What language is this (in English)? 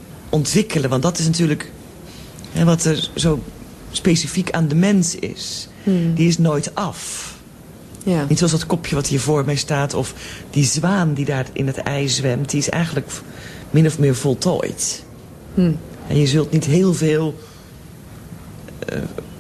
Dutch